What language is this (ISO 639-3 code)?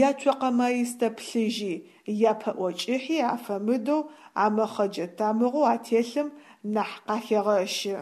ady